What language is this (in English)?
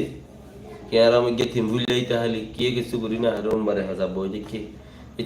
Rohingya